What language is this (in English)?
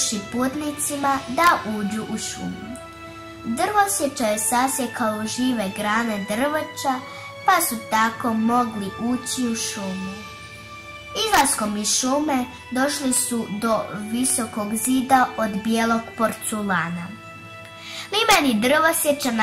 Croatian